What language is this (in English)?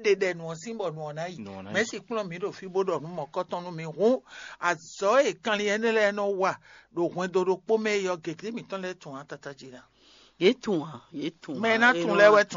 Fon